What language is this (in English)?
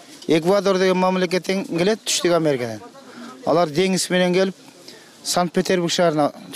Kyrgyz